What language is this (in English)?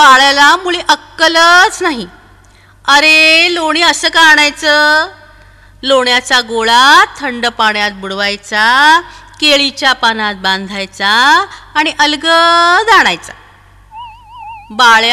Marathi